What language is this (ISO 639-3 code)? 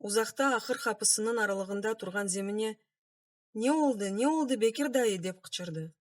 crh